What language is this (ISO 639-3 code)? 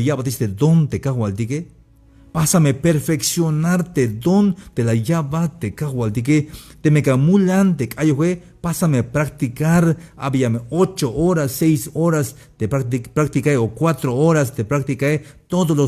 tzh